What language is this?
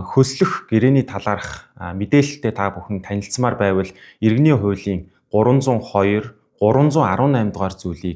Mongolian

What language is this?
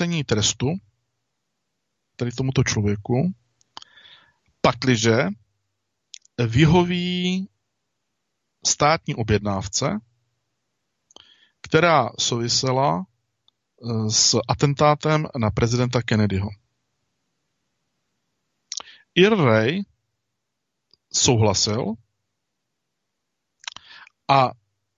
Czech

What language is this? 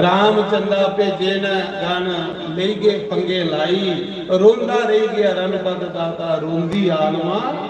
Dogri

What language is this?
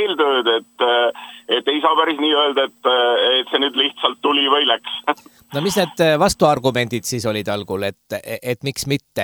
Estonian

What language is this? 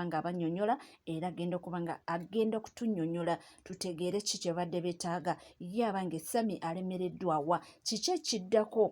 Ganda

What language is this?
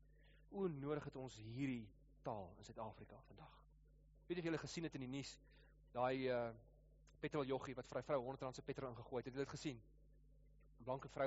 Afrikaans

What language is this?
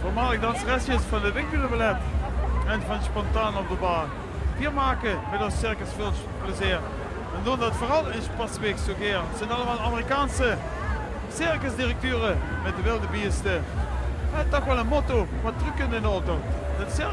Limburgish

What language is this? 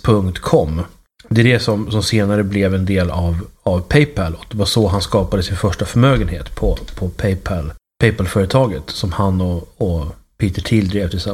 Swedish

